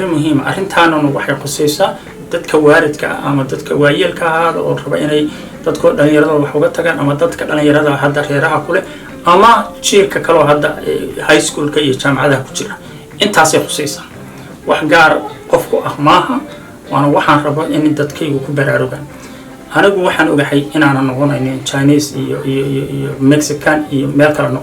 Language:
Somali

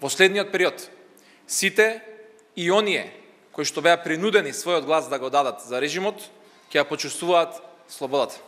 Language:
Macedonian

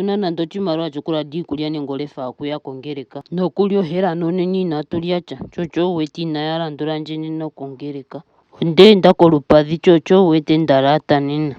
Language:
Ndonga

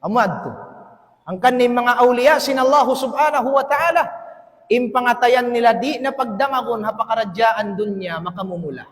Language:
Tausug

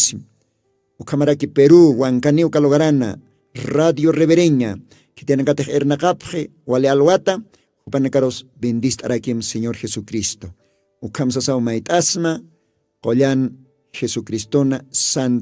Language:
Aymara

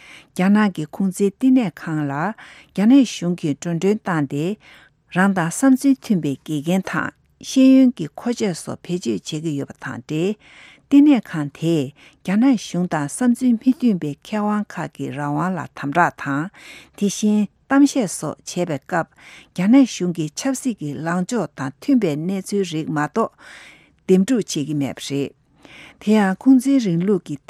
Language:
Tibetan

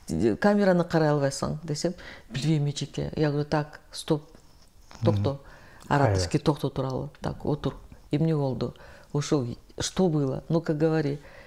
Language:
Kyrgyz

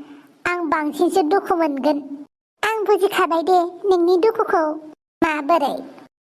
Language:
Bodo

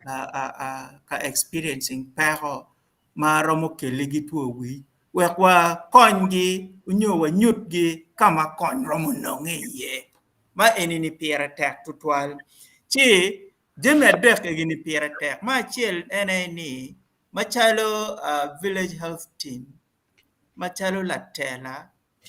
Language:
Acoli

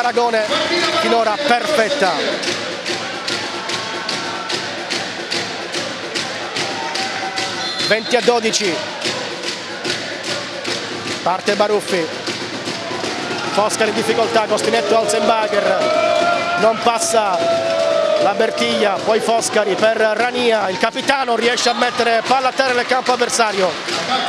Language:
Italian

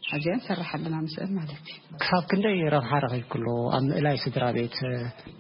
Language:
Tigrinya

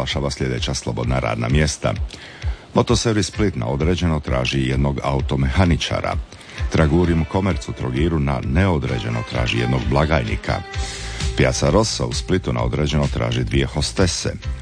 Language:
Croatian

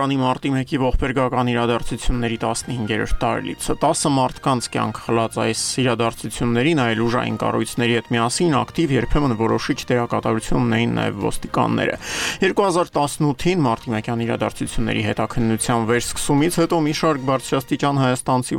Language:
Armenian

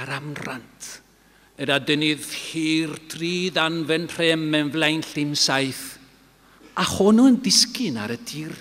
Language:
Welsh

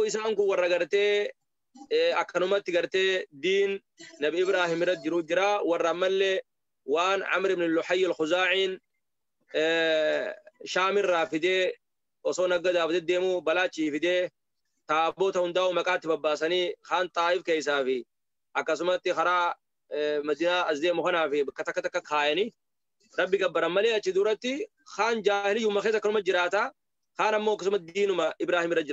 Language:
Oromo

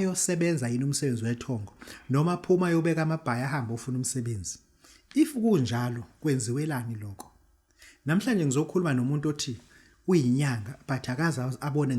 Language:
Zulu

